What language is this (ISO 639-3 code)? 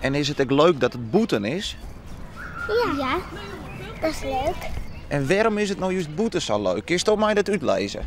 fry